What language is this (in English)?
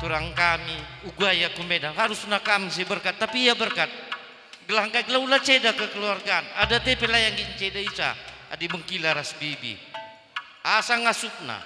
Batak Karo